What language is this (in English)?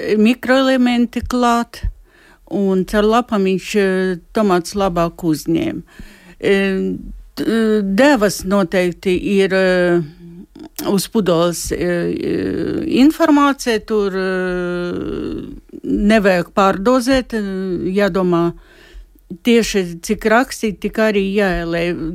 Latvian